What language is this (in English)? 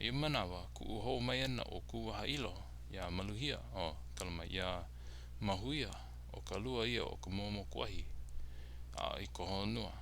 Hawaiian